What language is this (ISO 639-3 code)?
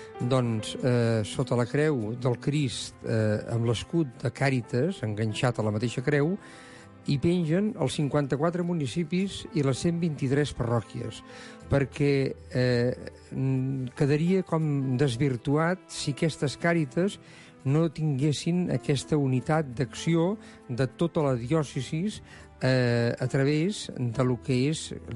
cat